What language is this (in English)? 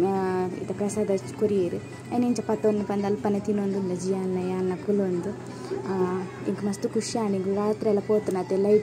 Tulu